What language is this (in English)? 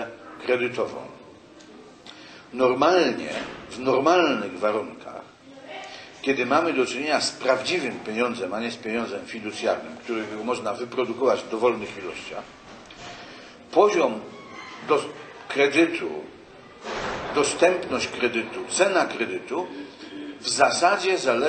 Polish